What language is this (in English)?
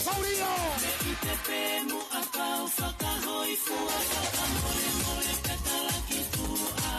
Tongan